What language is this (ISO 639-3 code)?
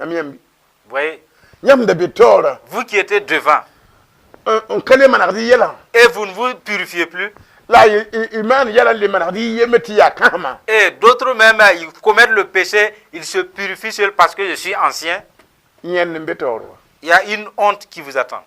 mos